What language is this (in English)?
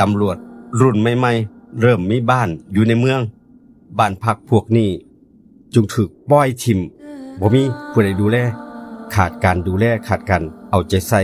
Northeastern Thai